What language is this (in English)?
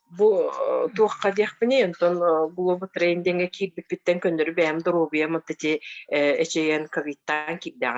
Yakut